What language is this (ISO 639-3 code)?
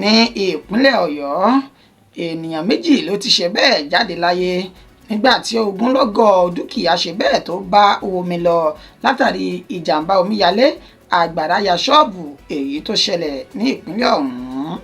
yor